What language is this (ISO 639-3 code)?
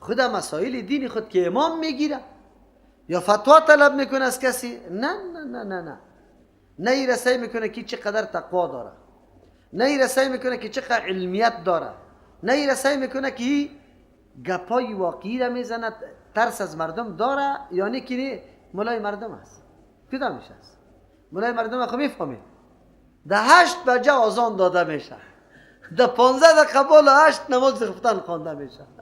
fas